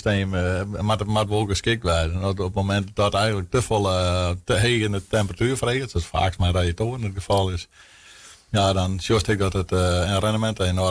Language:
Western Frisian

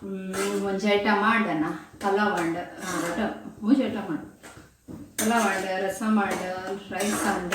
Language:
Tulu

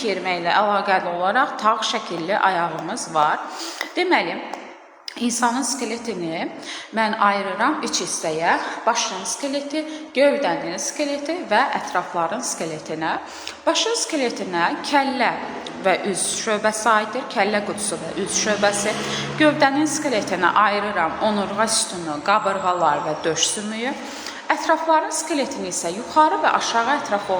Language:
Azerbaijani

